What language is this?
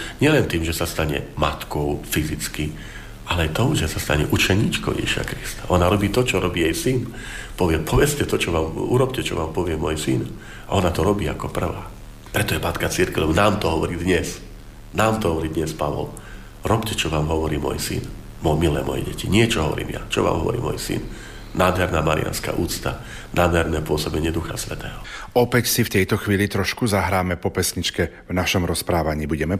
Slovak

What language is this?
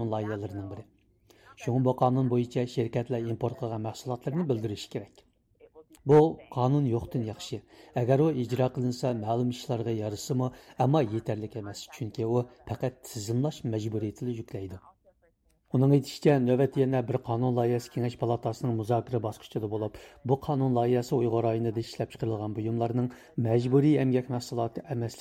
Uyghur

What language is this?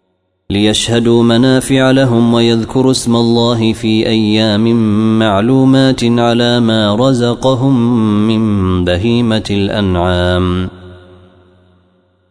Arabic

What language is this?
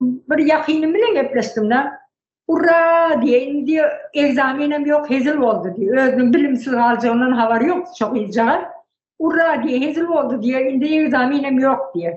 Turkmen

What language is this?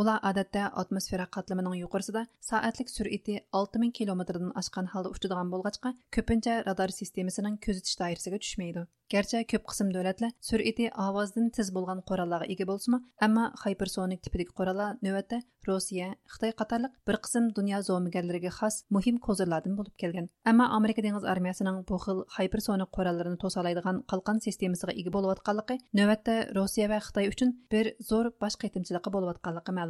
Uyghur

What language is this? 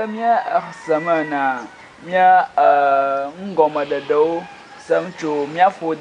Ewe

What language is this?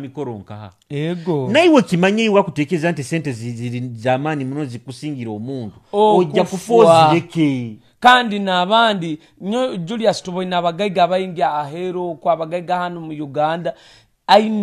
Nyoro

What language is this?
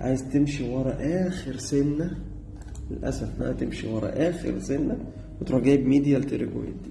Egyptian Arabic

